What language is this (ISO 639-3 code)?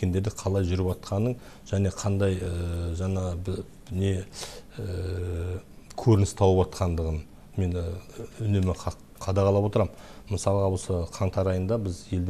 kaz